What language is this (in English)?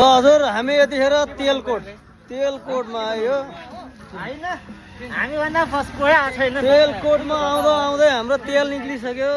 Nepali